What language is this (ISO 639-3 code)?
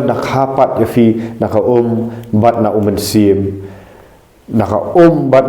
kha